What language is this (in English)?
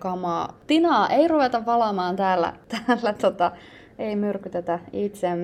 Finnish